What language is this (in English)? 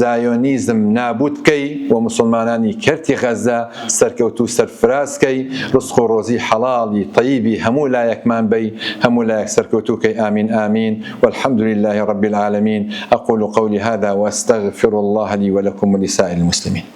Central Kurdish